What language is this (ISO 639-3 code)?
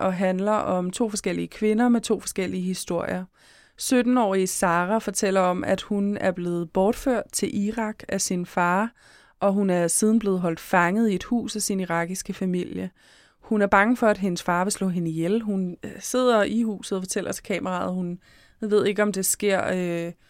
dan